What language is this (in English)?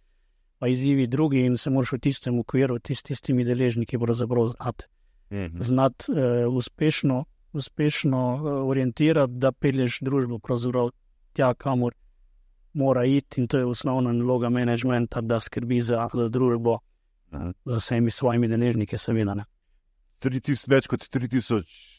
Slovenian